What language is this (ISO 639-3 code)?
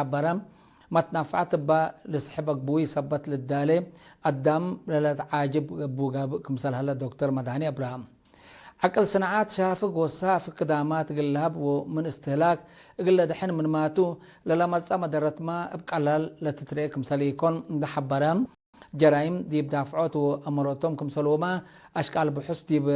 tig